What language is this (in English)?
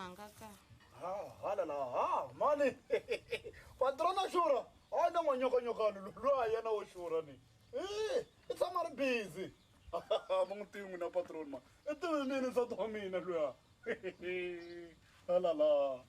Tsonga